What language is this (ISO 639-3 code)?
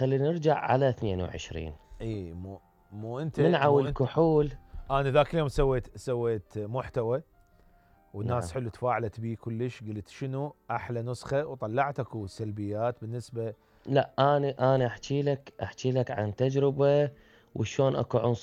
acm